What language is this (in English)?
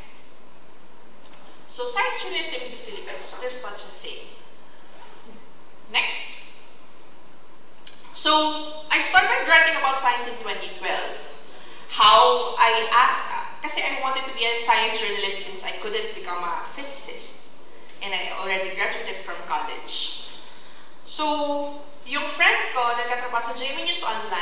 Filipino